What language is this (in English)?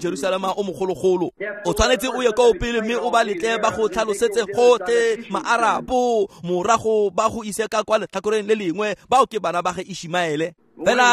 Tswana